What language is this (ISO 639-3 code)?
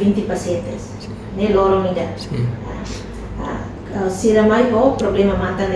tet